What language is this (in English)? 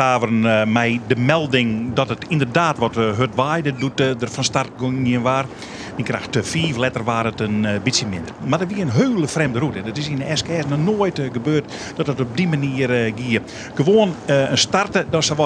Western Frisian